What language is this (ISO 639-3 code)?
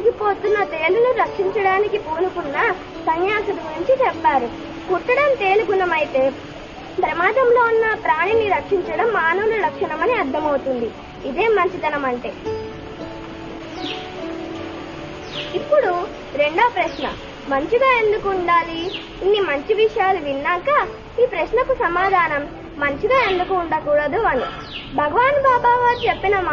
tel